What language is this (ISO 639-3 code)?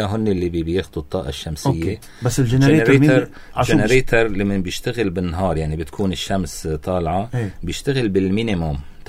apc